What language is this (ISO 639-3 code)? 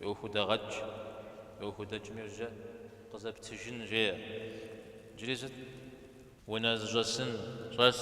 kbd